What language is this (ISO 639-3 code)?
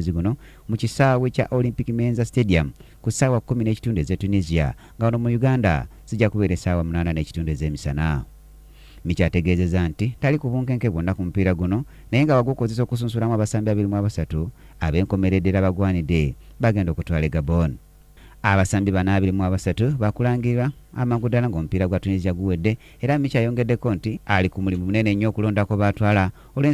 lug